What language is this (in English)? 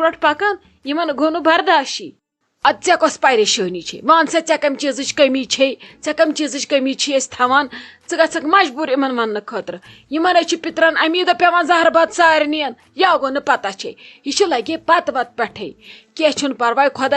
Kashmiri